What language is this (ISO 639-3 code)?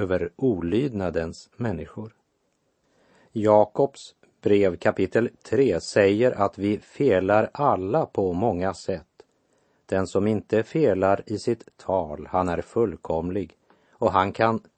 swe